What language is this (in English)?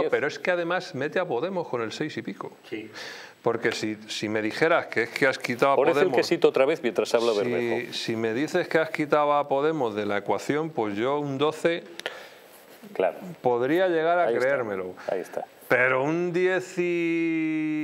Spanish